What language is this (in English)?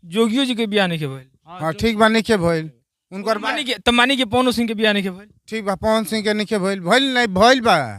Bhojpuri